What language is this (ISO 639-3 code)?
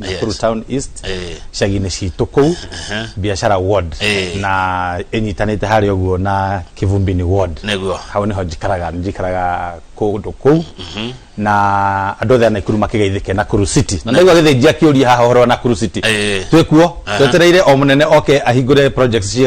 kik